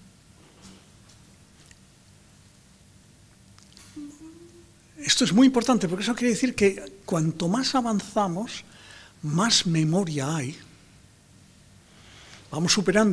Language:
Spanish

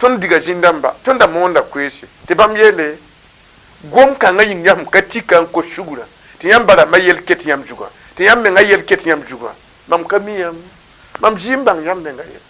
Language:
Mossi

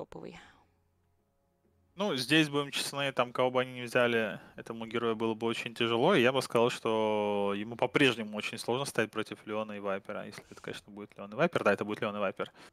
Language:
Russian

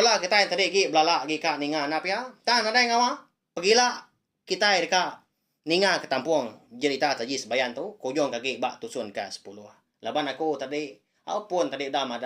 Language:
Iban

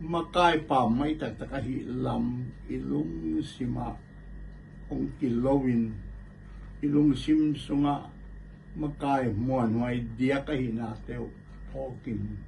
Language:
Tedim Chin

